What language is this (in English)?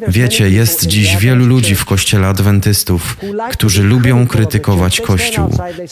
Polish